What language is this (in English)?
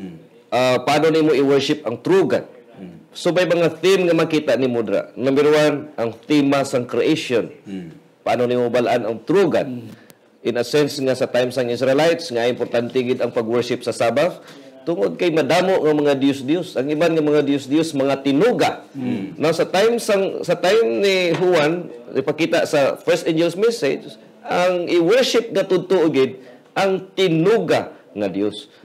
Hiligaynon